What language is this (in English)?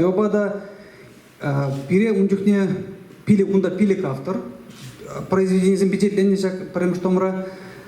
Chuvash